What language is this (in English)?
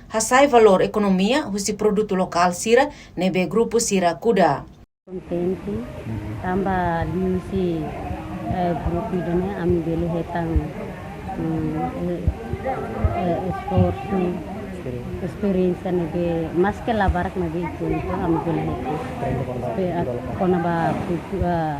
Tetum